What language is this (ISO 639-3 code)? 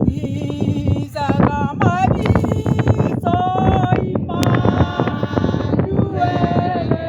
tsn